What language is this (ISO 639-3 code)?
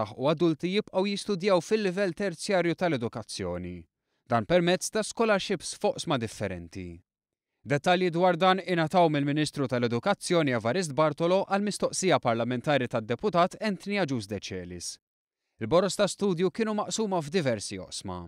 mlt